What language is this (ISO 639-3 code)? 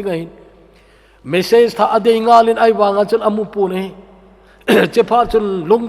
tcz